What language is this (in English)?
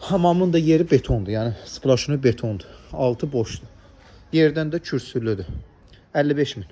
Azerbaijani